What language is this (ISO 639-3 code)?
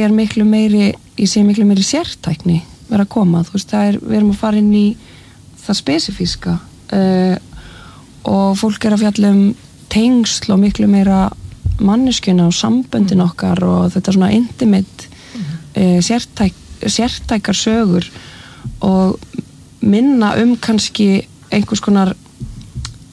isl